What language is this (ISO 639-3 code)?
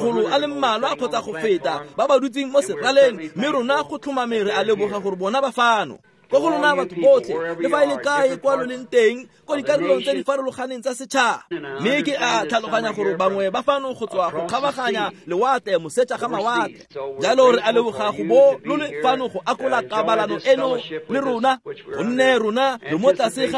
tsn